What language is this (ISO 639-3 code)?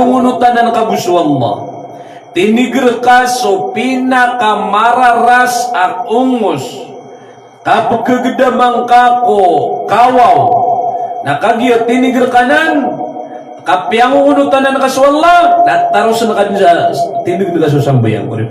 mrw